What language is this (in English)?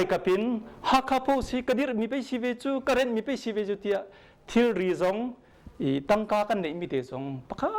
Hakha Chin